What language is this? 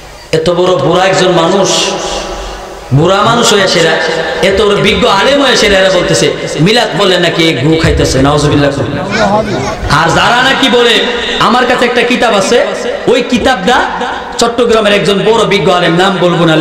Bangla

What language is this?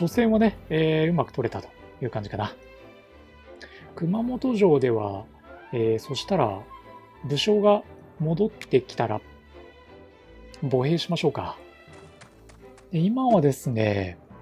Japanese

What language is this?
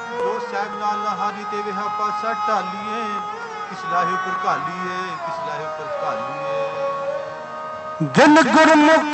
Punjabi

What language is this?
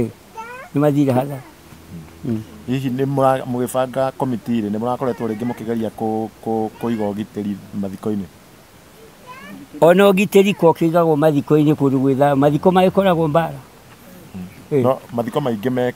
Kikuyu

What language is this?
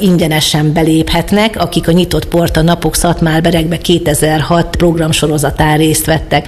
Hungarian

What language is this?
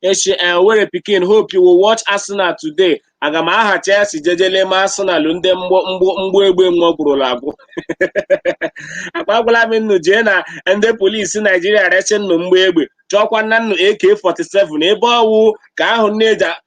Igbo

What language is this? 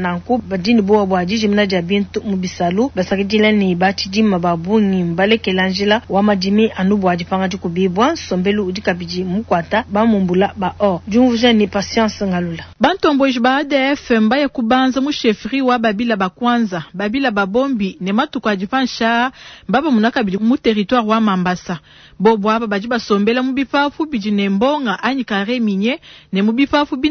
Luba-Lulua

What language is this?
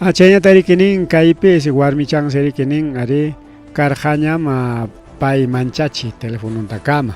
Ayacucho Quechua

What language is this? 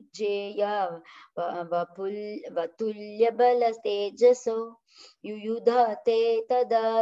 Sanskrit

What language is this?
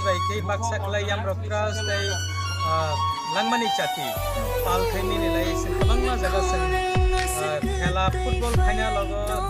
Kok Borok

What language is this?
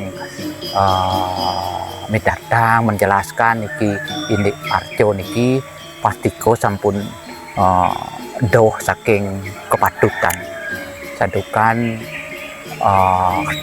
Balinese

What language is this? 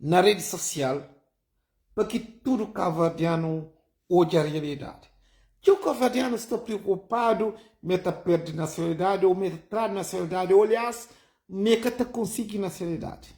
Kabuverdianu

